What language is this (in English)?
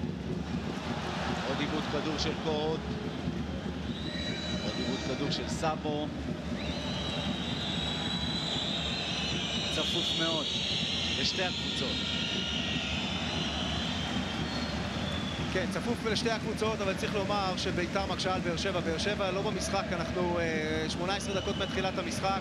Hebrew